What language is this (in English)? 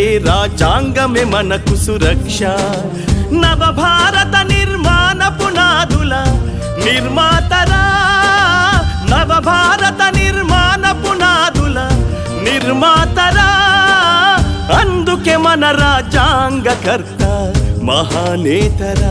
Telugu